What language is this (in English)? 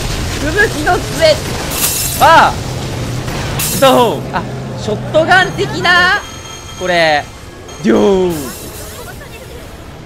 Japanese